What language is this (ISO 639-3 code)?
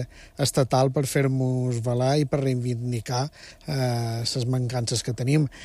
cat